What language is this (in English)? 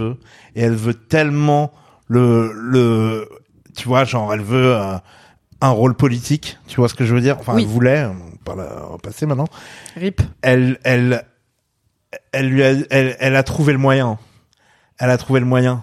French